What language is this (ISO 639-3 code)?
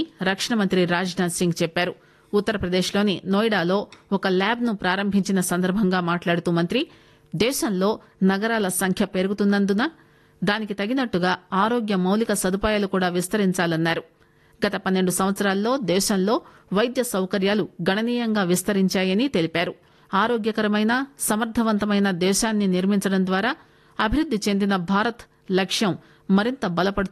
tel